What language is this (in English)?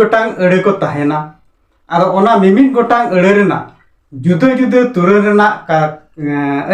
Santali